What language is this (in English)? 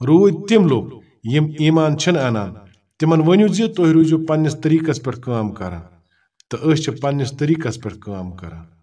Kashmiri